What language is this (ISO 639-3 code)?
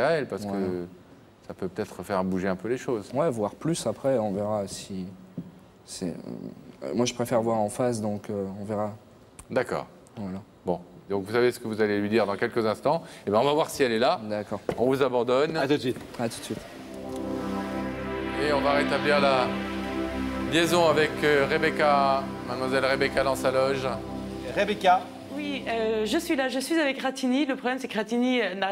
fra